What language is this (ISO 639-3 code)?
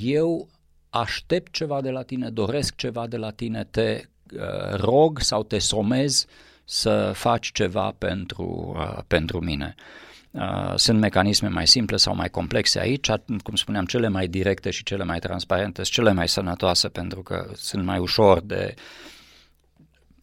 ron